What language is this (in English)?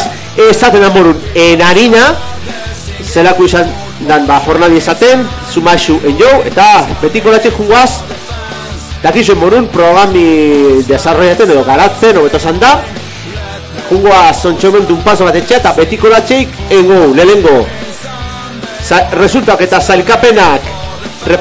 Basque